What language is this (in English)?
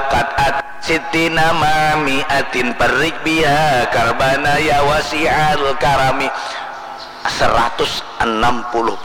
Banjar